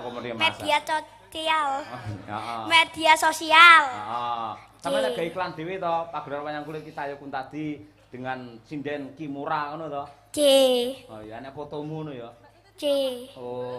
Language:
Javanese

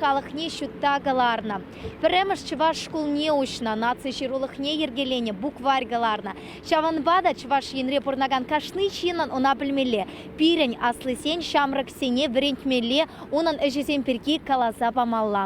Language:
Chuvash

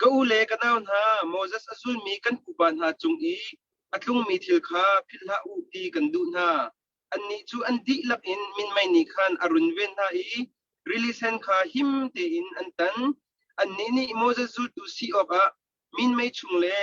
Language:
Hakha Chin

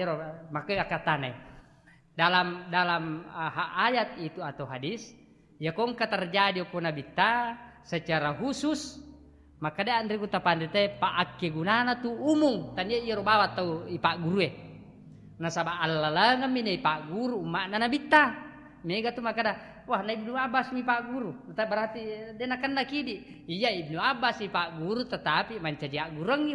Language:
Buginese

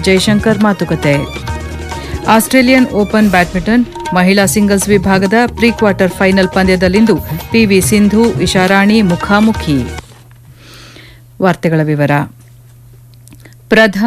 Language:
Kannada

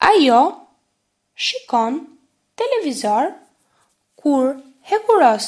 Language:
Albanian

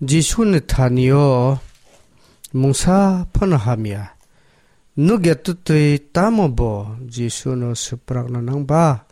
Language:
Kok Borok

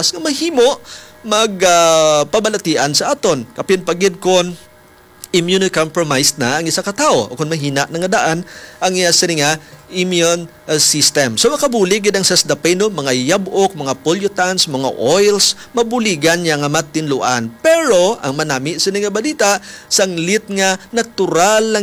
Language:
Hiligaynon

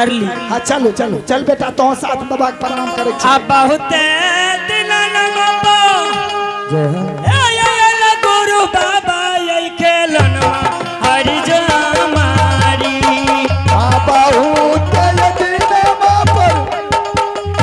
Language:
Maithili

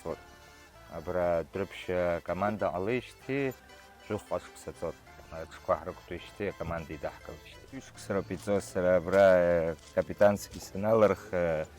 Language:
Abkhazian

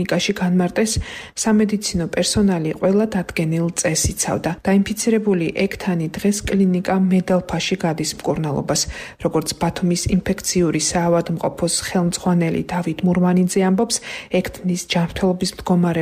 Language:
Georgian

